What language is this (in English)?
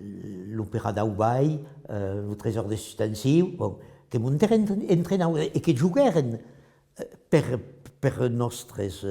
Occitan